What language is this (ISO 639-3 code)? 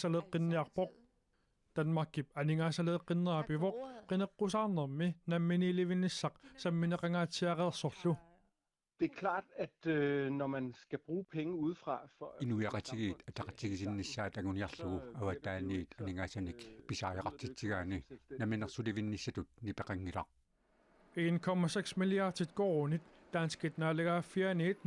kal